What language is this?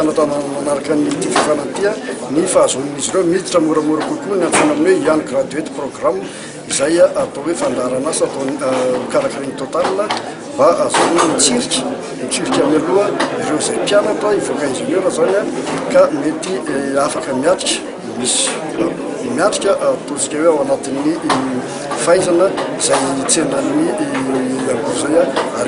Malagasy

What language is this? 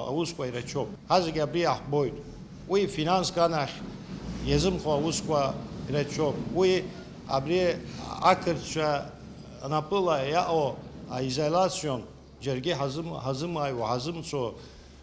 Abkhazian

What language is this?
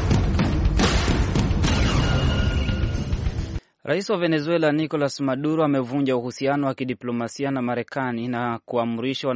Swahili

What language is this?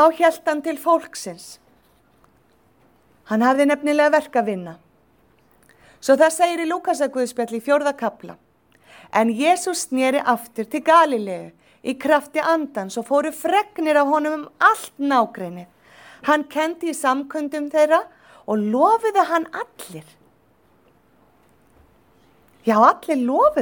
Icelandic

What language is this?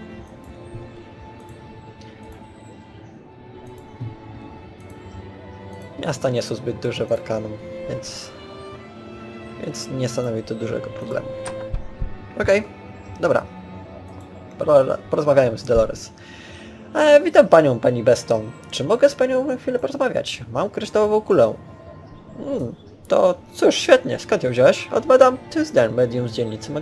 Polish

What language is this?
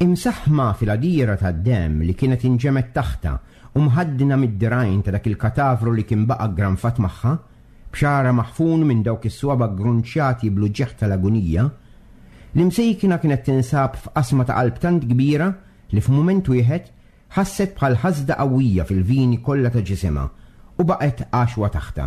Maltese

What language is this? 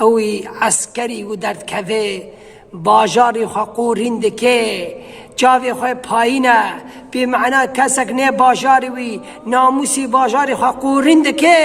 Kurdish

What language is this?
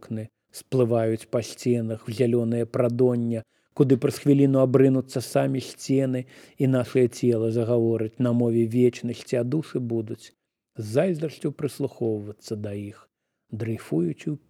Belarusian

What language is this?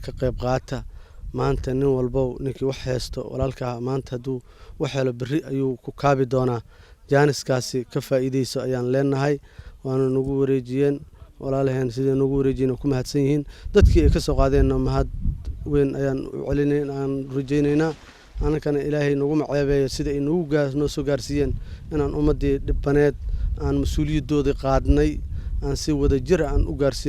Somali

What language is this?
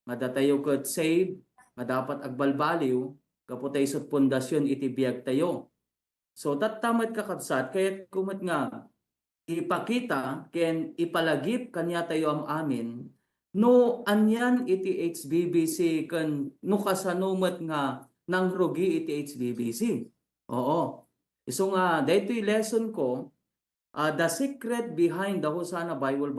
Iloko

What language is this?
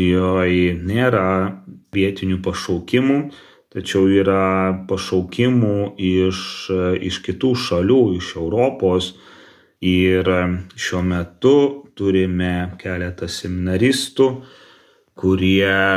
Lithuanian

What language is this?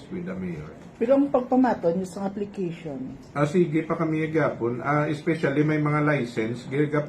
Hiligaynon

